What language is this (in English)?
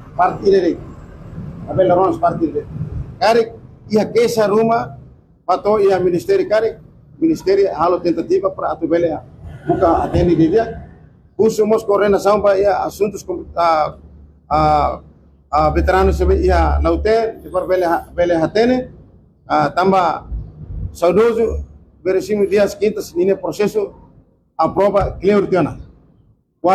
Tetum